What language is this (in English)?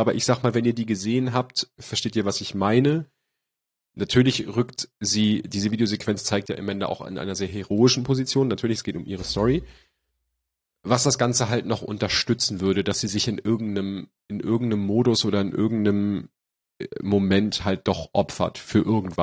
German